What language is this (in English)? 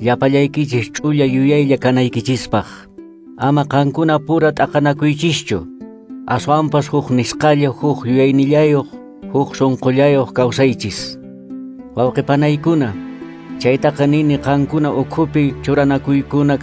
Quechua